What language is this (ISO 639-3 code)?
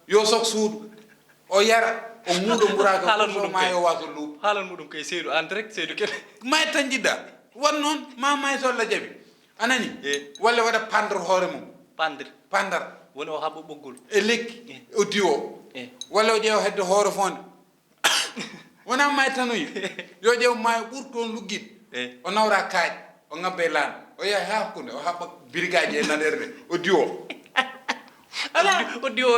ful